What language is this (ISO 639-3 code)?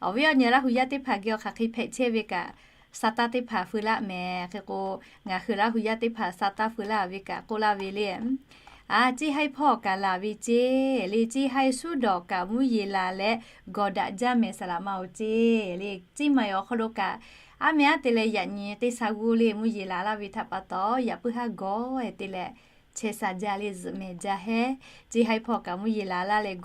lhu